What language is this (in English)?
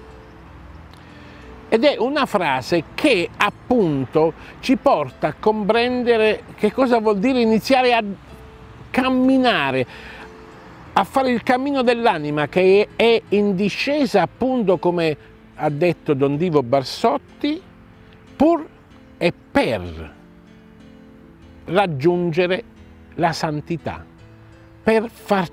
Italian